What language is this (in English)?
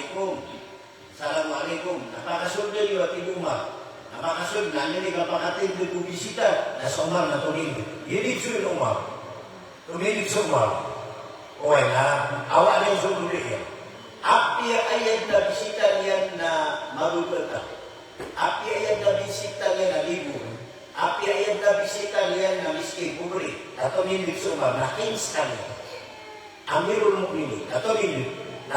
Maranao